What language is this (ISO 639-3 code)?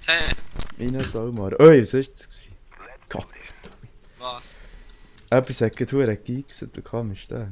gsw